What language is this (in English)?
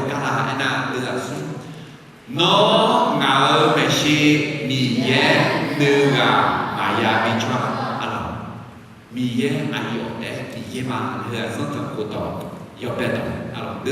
Akha